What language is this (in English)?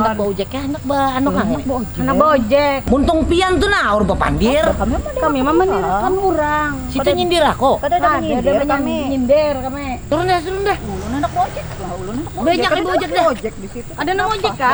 Banjar